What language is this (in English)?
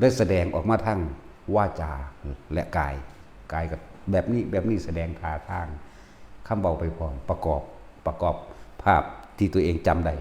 Northeastern Thai